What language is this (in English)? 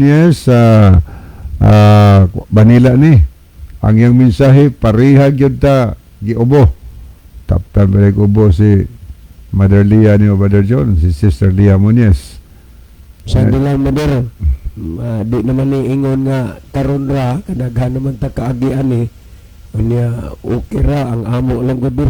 Cebuano